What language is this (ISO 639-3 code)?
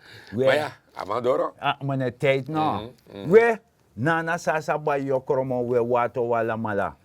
srn